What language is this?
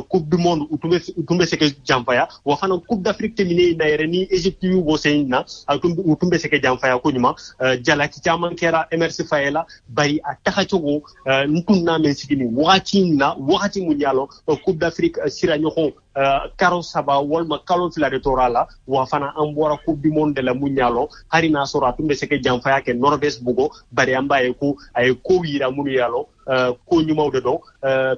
Bambara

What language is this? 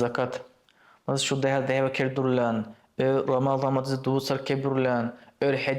Dargwa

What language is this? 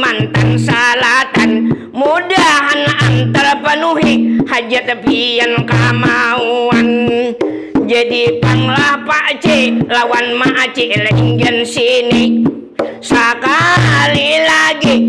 Banjar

